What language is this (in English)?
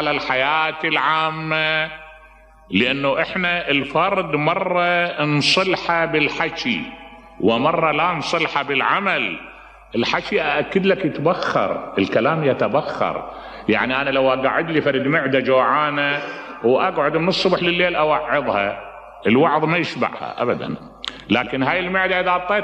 Mesopotamian Arabic